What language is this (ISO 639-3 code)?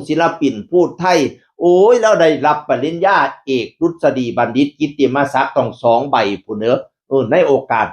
tts